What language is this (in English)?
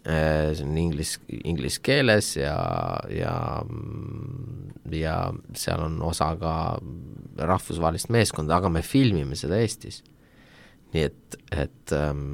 Estonian